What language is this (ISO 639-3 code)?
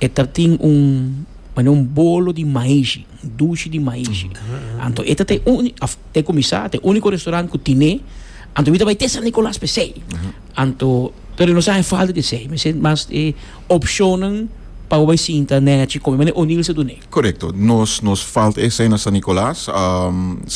pap